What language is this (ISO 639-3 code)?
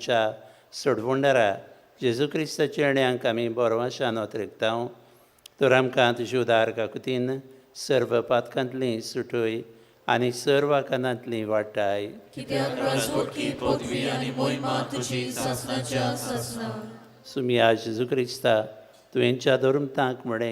kok